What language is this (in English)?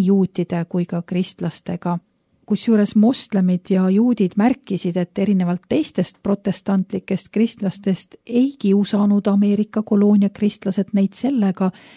Estonian